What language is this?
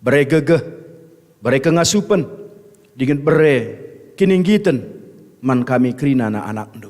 Batak Karo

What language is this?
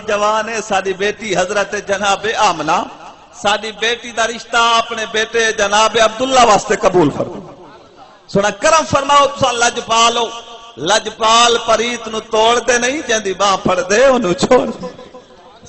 Saraiki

